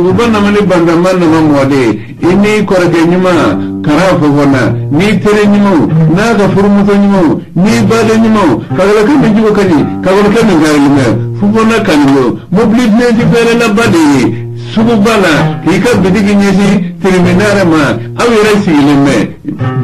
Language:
Bambara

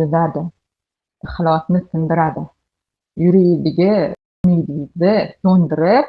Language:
Uzbek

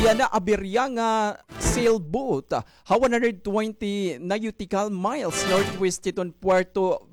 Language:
Waray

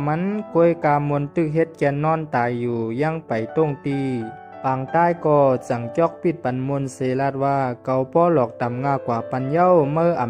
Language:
Shan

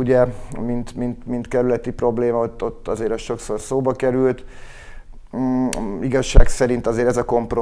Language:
Hungarian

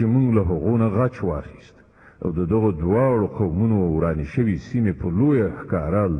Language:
Pashto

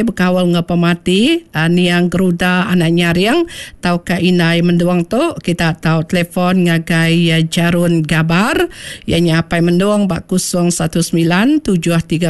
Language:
Iban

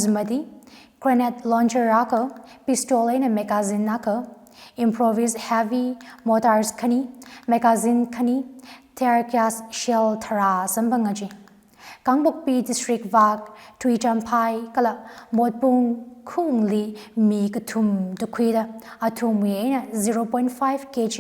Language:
Tangkhul Naga (India)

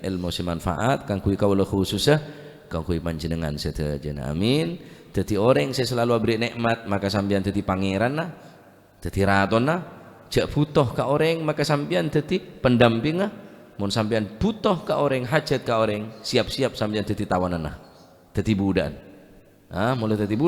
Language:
Madurese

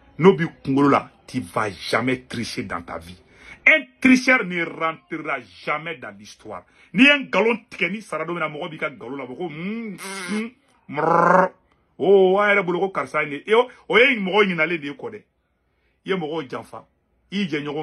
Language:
Bambara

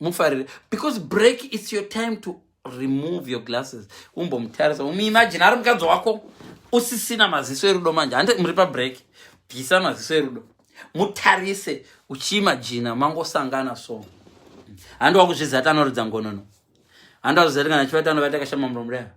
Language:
Shona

